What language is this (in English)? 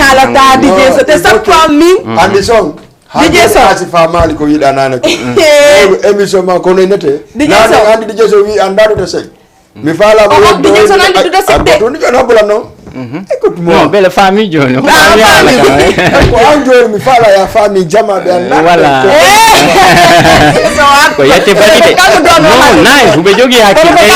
Fula